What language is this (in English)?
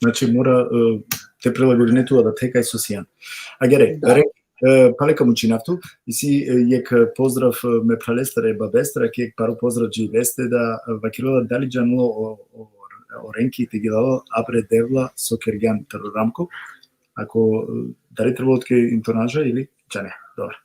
Balkan Romani